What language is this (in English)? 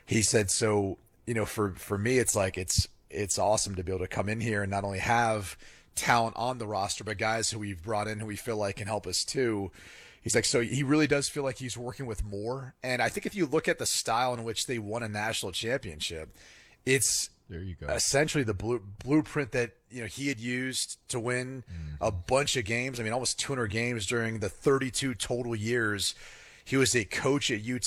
English